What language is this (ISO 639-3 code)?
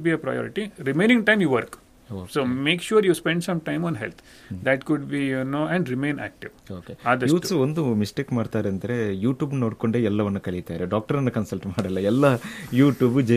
kan